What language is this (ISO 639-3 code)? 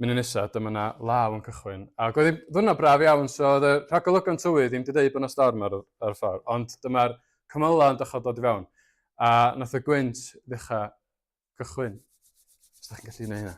cym